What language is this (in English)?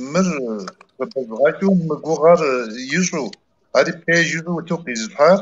Kabardian